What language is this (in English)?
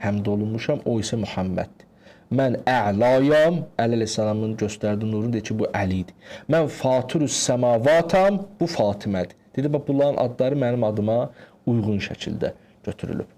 Azerbaijani